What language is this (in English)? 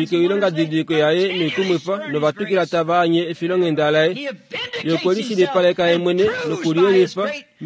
Kuanyama